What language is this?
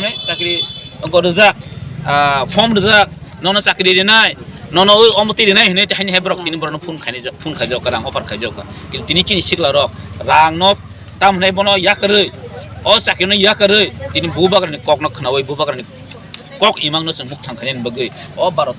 Kok Borok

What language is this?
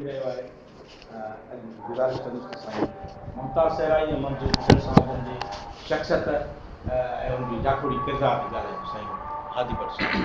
Sindhi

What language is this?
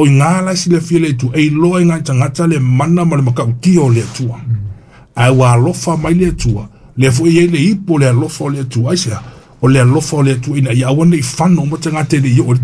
Samoan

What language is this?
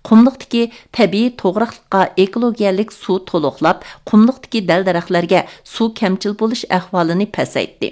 Uyghur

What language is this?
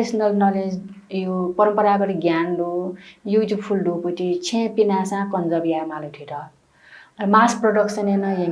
Newari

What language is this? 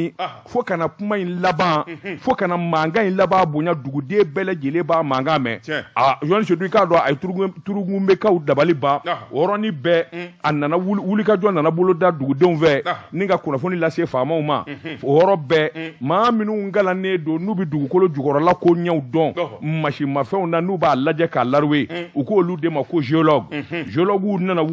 Bambara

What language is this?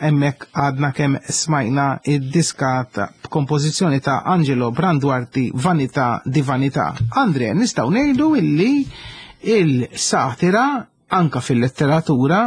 Maltese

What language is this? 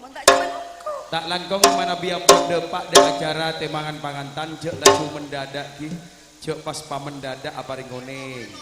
Madurese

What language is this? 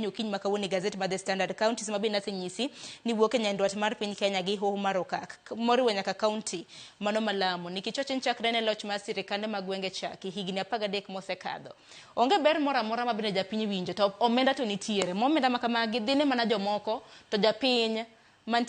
Luo (Kenya and Tanzania)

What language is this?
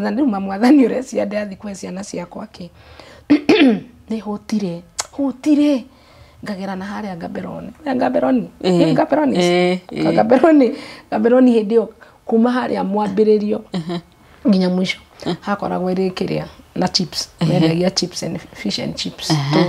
Kikuyu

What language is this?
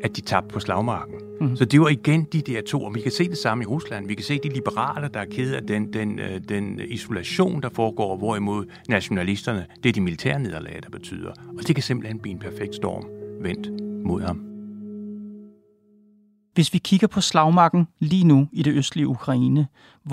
Danish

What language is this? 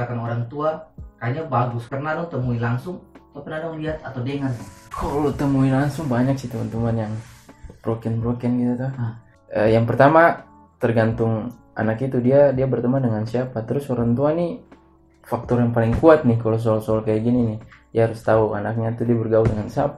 Ambonese Malay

